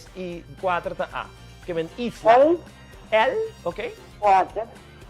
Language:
Papiamento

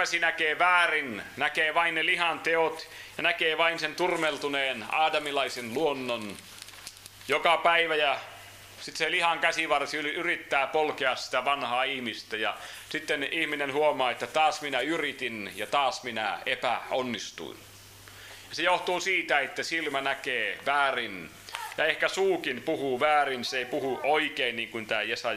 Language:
Finnish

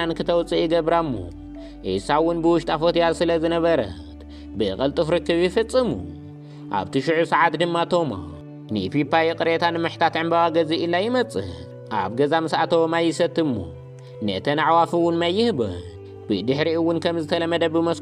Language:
Tigrinya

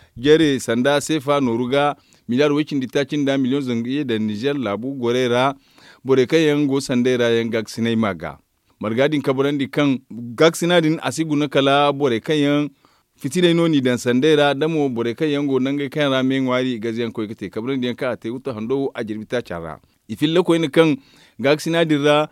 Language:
Zarma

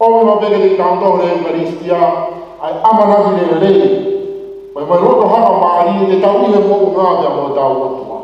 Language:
Tongan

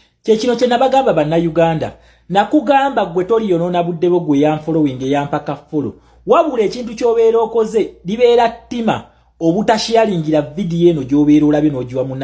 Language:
Ganda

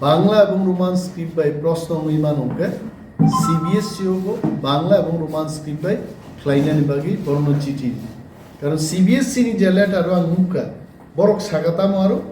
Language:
Kok Borok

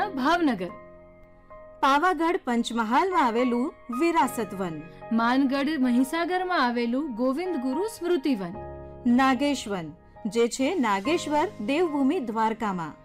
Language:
Gujarati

